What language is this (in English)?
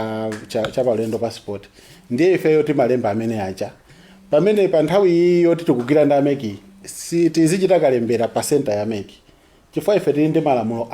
Nyanja